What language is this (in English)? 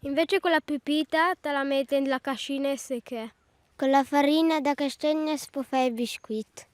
Romansh